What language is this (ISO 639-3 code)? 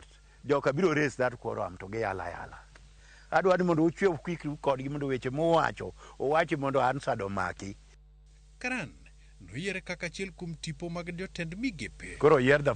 luo